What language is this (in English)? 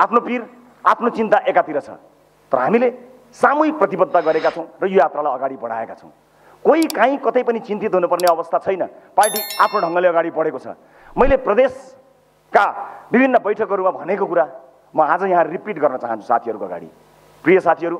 Nepali